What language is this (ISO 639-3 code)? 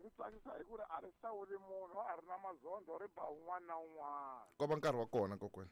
tso